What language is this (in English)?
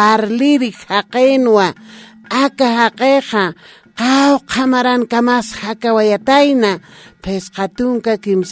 Aymara